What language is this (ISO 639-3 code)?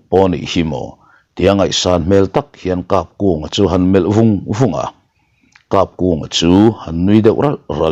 lus